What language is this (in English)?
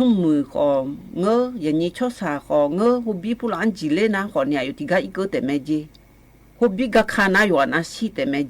Akha